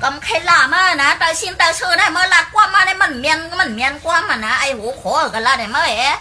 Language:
Shan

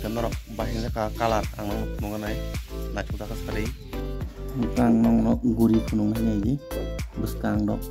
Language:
Kok Borok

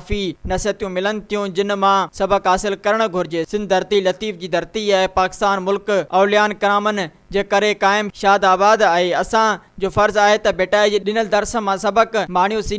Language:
Sindhi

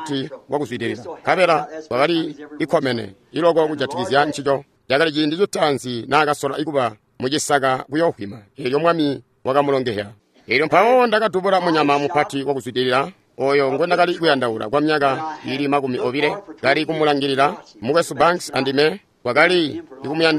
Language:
Tonga (Zambia)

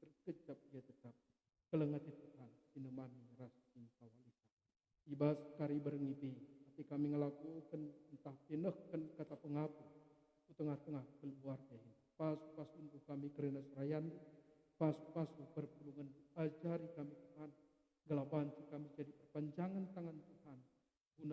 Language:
Batak Karo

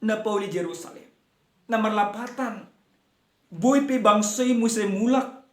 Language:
Batak Toba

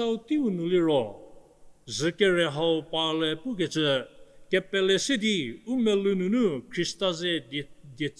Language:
Angami Naga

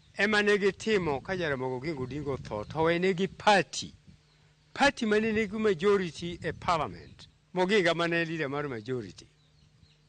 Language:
Luo (Kenya and Tanzania)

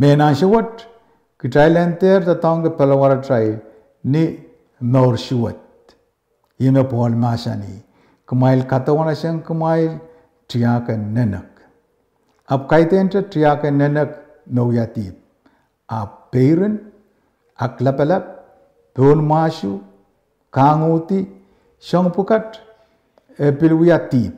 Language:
Pohnpeian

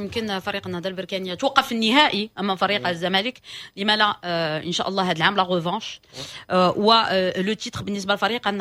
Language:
Moroccan Arabic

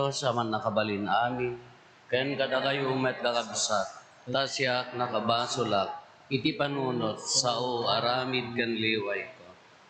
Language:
Iloko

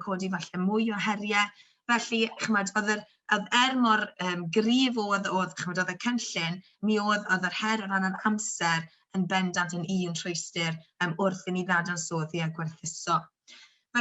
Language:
Welsh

